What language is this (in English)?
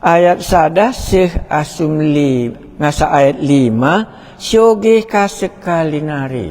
Batak Karo